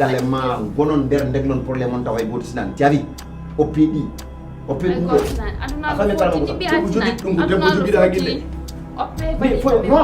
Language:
Fula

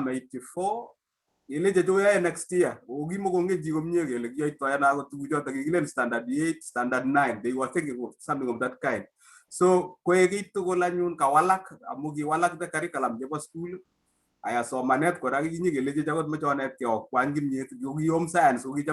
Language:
Kalenjin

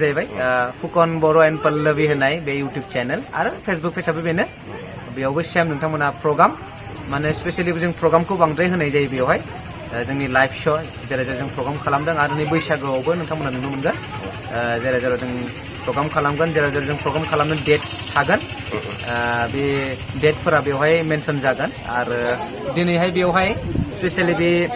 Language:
Bodo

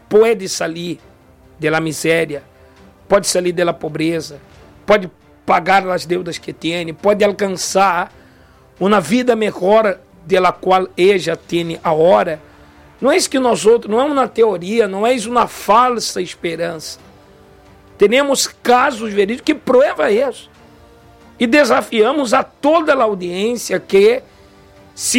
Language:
Portuguese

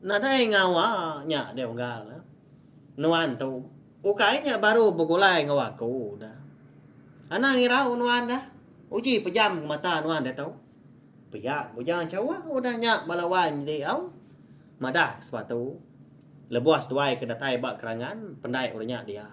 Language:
Iban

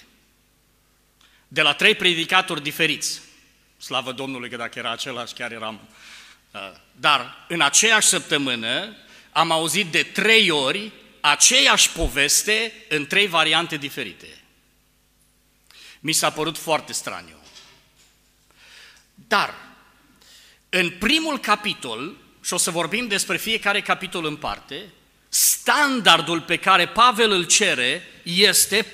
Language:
Romanian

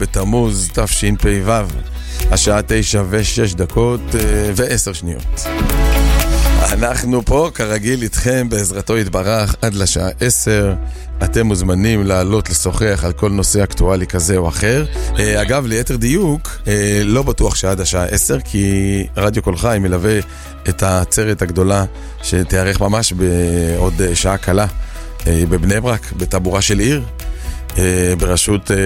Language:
Hebrew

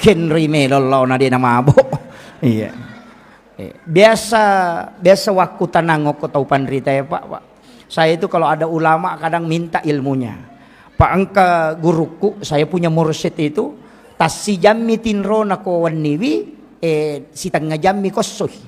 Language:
Buginese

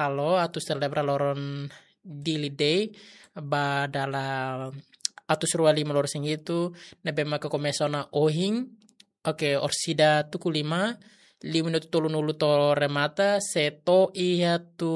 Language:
Tetum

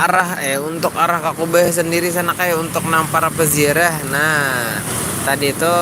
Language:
Banjar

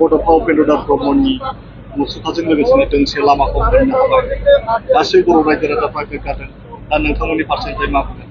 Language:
Bodo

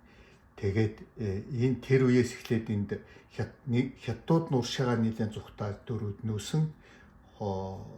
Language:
Mongolian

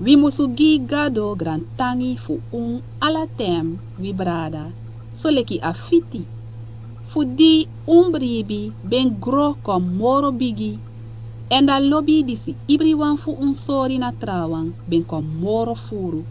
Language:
Sranan Tongo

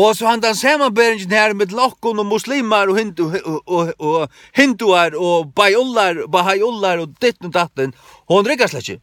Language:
Faroese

